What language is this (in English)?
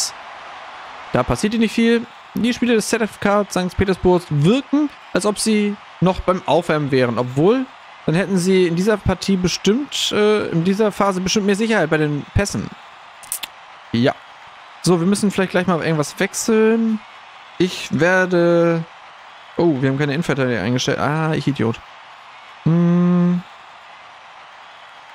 German